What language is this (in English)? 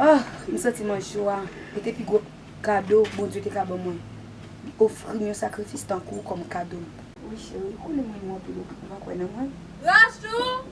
Haitian Creole